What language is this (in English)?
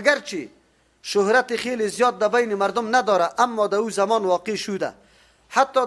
Persian